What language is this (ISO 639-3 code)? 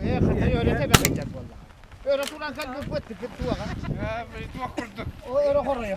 sah